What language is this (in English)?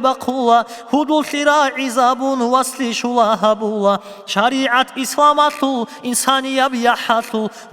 Avaric